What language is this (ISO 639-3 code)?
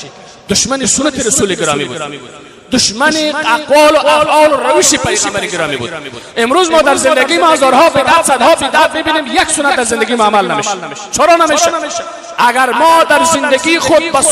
fas